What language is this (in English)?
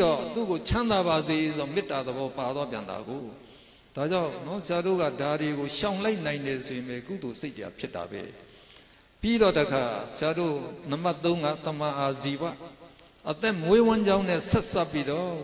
Burmese